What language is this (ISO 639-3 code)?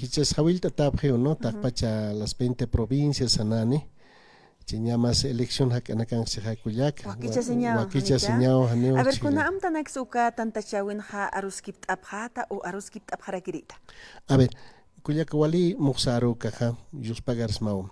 aym